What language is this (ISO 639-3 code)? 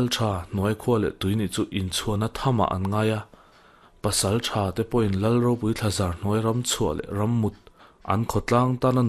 lus